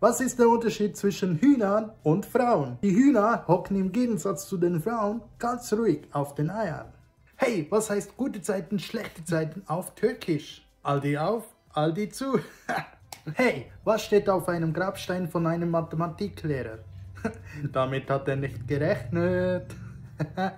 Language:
Swiss German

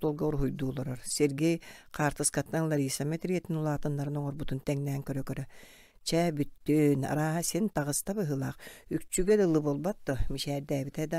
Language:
Yakut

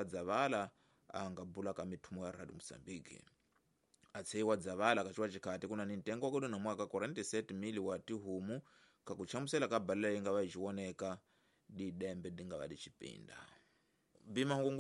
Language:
Tsonga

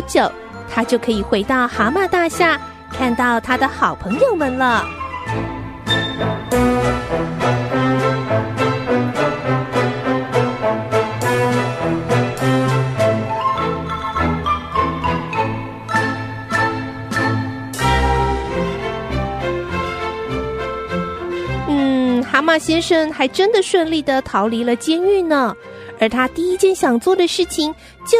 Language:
Chinese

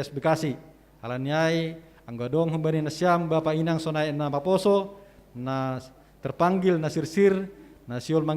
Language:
Batak Simalungun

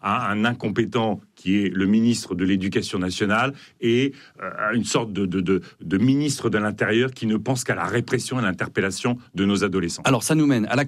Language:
French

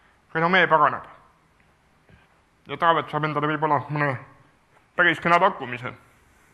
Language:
Estonian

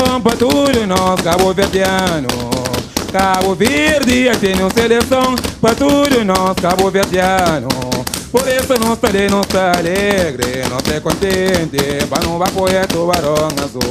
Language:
Kabuverdianu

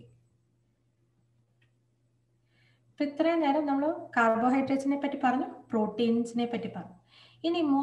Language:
Malayalam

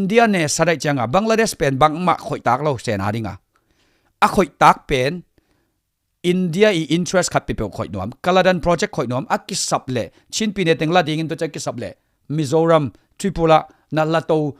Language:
Tedim Chin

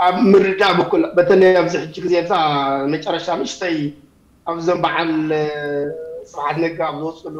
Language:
Tigrinya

